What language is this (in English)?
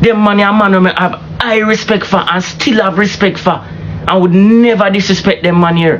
Jamaican Creole English